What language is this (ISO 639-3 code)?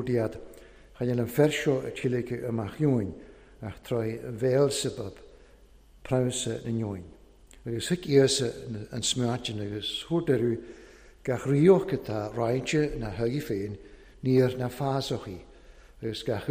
cym